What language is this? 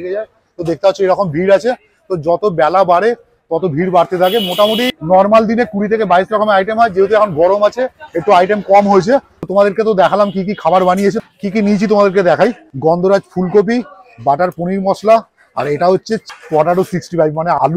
Bangla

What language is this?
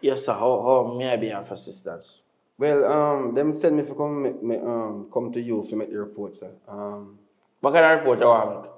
Jamaican Creole English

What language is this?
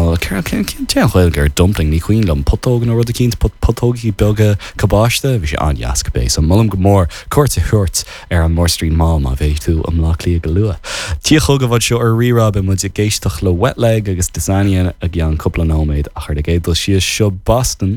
Irish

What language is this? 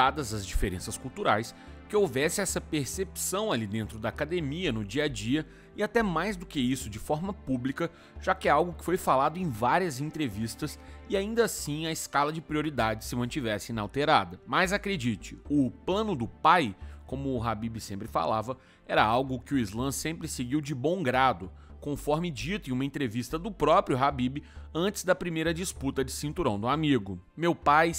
Portuguese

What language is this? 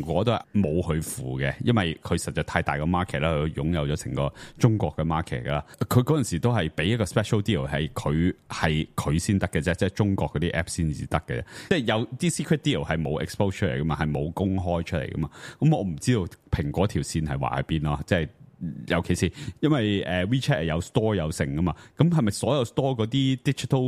Cantonese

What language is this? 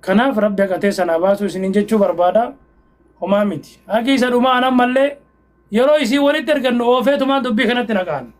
Oromo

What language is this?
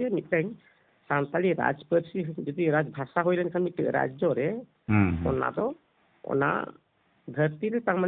Santali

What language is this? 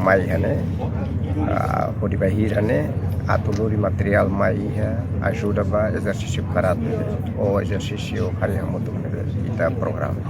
Tetum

